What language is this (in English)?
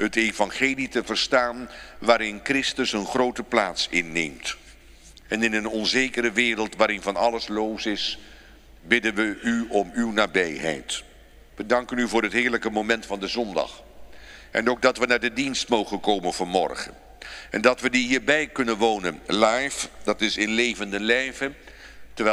Dutch